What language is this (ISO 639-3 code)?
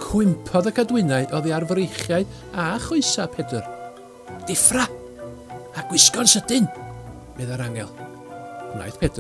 cym